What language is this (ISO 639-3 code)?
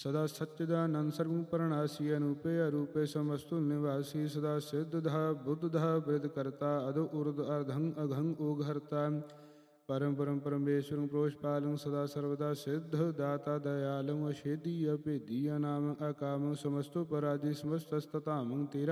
pan